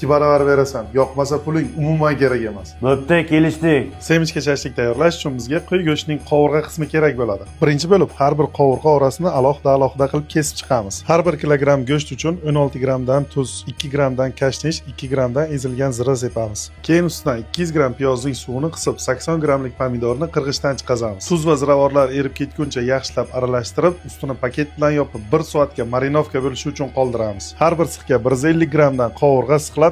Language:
Uzbek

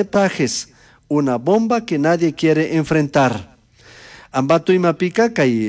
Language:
Chimborazo Highland Quichua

